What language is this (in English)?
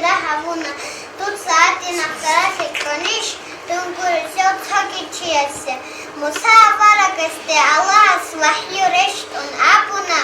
Avaric